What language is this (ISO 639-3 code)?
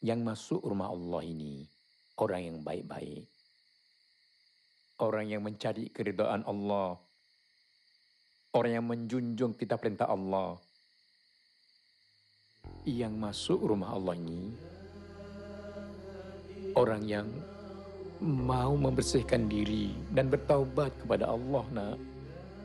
msa